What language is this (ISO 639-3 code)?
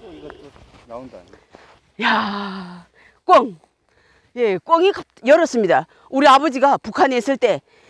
kor